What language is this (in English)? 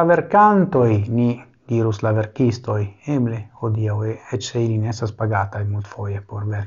Esperanto